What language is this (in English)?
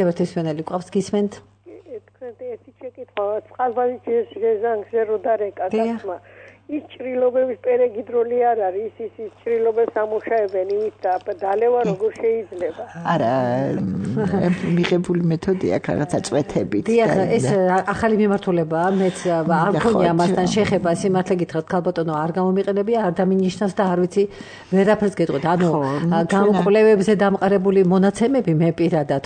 Georgian